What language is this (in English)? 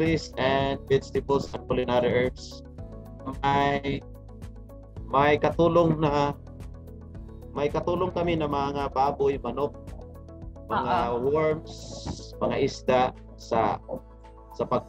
Filipino